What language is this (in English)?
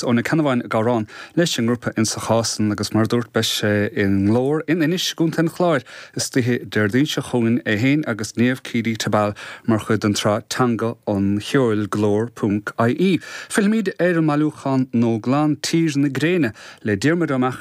Irish